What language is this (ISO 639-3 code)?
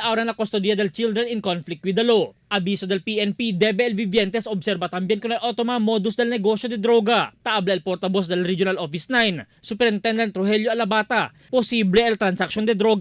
cbk